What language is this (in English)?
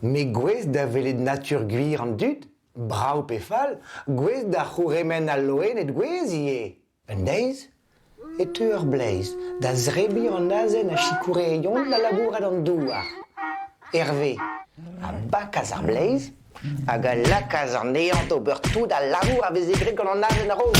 Breton